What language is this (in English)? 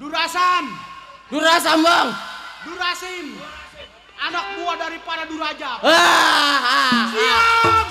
Betawi